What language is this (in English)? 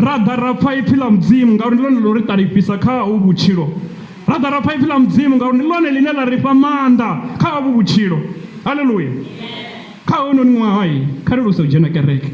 Venda